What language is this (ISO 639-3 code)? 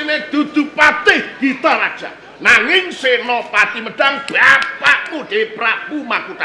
jav